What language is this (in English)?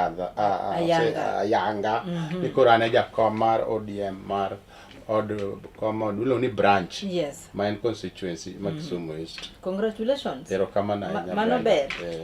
Luo (Kenya and Tanzania)